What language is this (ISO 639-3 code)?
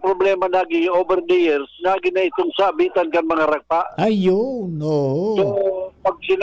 bik